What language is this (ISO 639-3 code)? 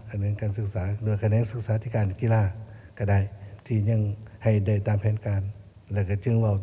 lao